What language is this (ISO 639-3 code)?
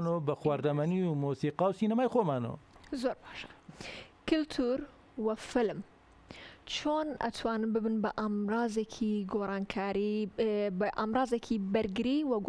ckb